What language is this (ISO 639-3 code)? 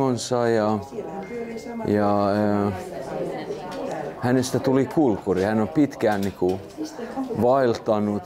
fin